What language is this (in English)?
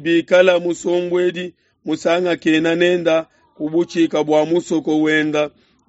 Luba-Lulua